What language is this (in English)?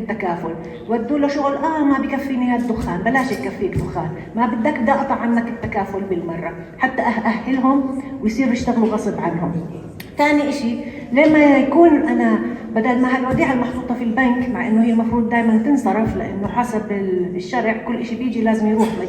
North Levantine Arabic